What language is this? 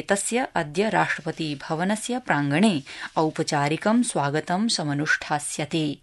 Sanskrit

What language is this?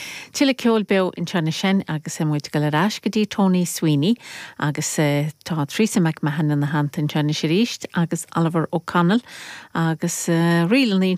Irish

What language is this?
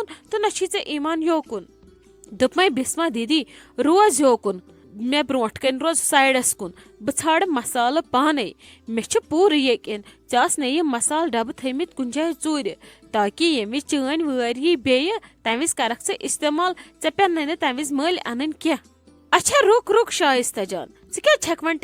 Kashmiri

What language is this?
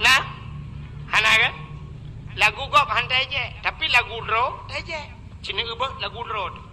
Achinese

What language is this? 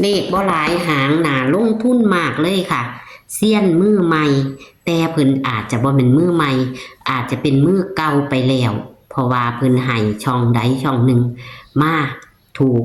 Northeastern Thai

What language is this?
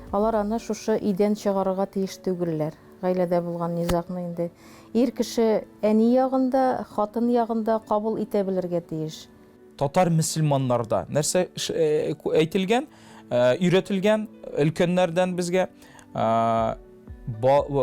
Tatar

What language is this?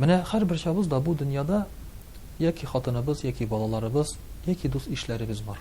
Tatar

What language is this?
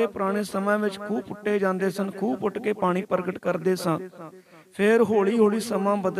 Punjabi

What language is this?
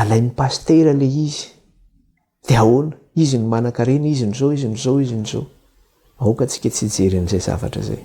Malagasy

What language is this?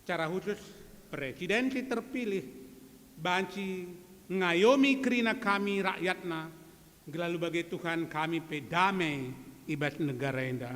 Batak Karo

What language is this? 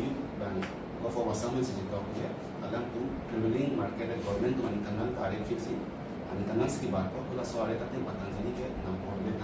Karbi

